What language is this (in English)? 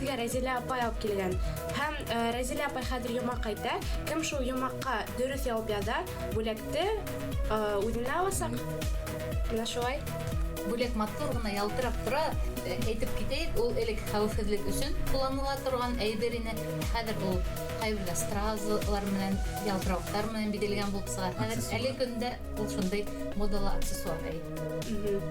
Bashkir